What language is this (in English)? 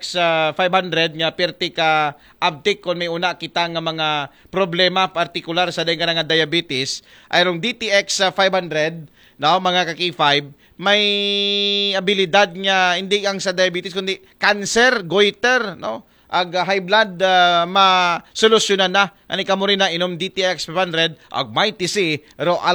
Aklanon